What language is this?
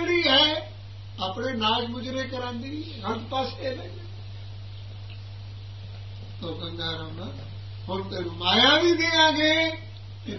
Punjabi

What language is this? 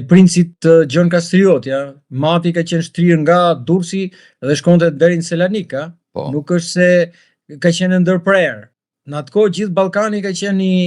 Albanian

